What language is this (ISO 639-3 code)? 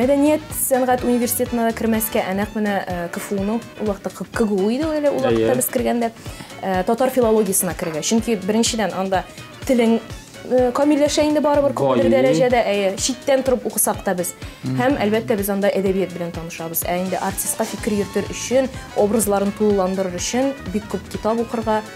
tat